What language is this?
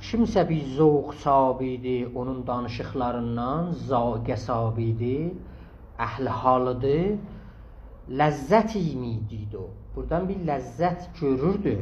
South Azerbaijani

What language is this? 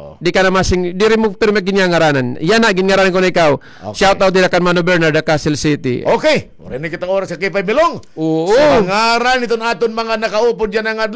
Waray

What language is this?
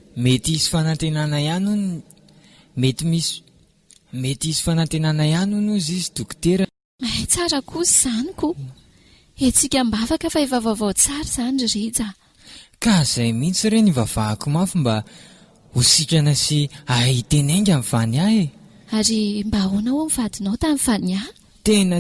Malagasy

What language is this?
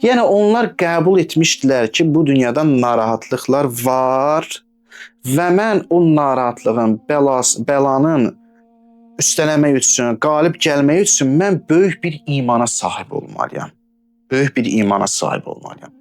Azerbaijani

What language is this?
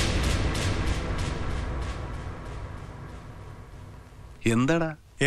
Malayalam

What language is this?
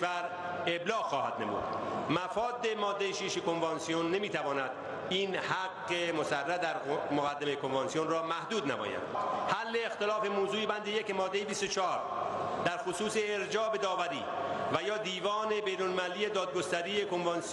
Persian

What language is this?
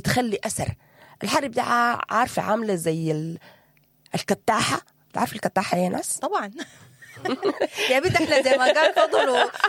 Sudanese Arabic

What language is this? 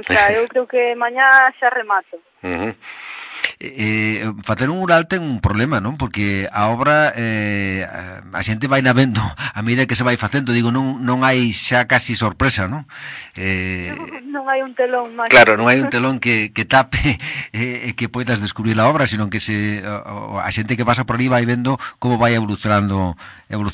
Galician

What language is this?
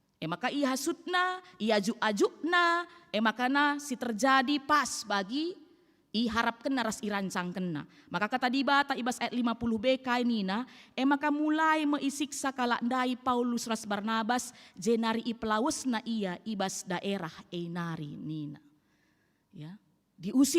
Batak Karo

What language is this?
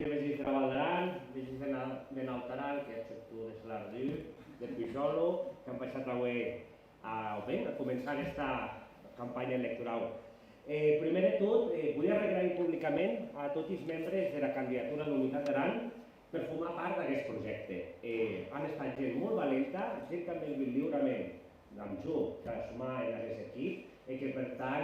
Occitan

